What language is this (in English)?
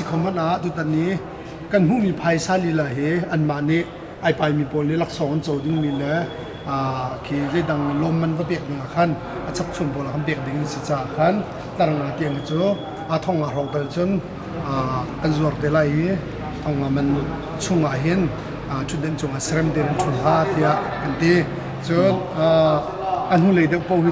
Hakha Chin